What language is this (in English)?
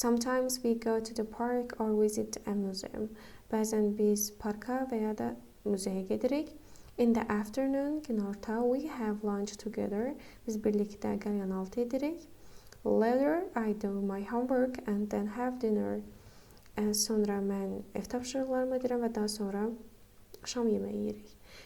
Azerbaijani